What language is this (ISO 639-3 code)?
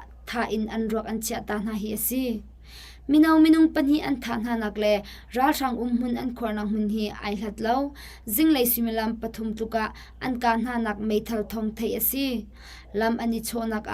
cnh